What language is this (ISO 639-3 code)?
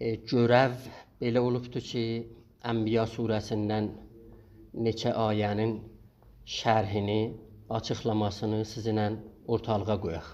azb